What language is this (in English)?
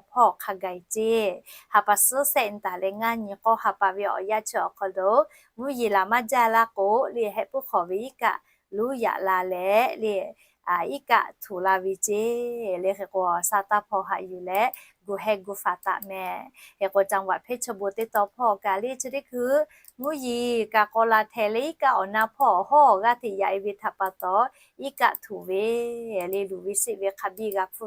Lahu